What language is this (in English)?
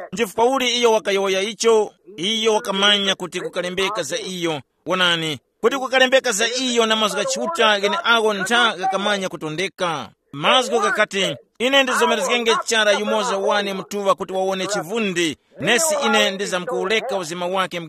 Tumbuka